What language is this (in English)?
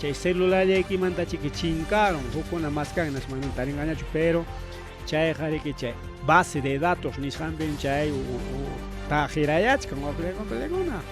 Ayacucho Quechua